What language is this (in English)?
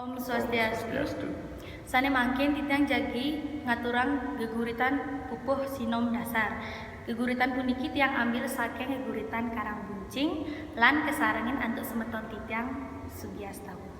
Balinese